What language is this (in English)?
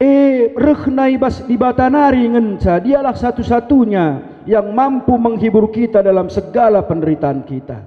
Batak Karo